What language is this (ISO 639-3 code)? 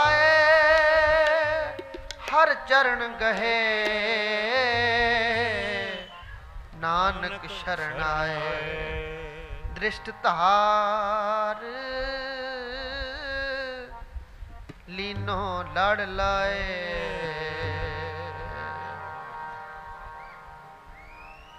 pan